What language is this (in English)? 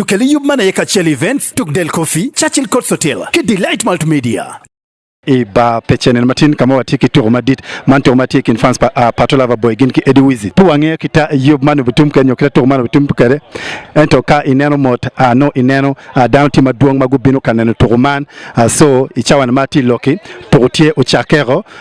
Acoli